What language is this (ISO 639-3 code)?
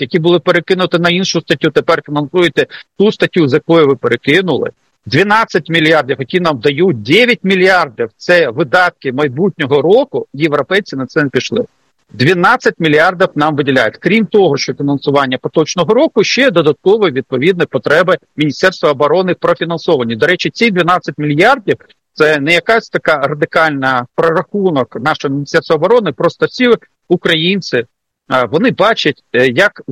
ukr